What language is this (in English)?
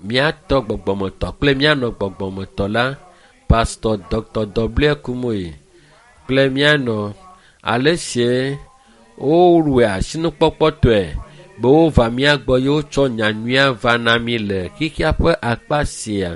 Ewe